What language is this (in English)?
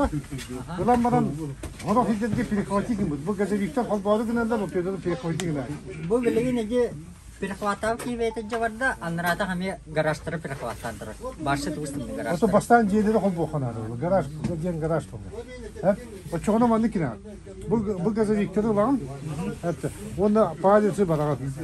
Yakut